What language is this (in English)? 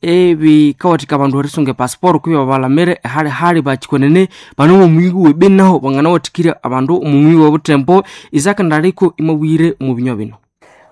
Nande